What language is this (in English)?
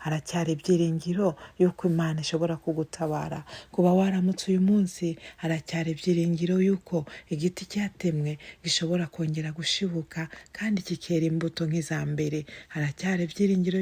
Kinyarwanda